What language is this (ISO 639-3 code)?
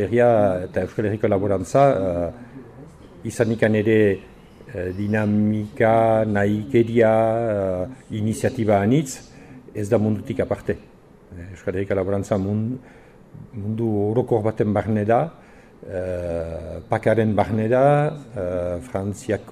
eus